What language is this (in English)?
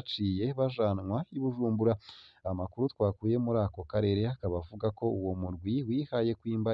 Rundi